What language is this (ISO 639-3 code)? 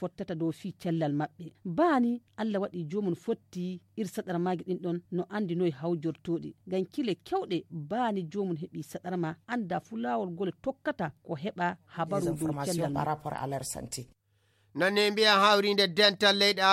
ful